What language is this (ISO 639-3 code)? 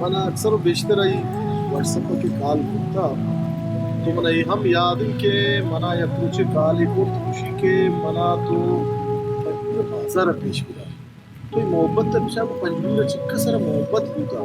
bal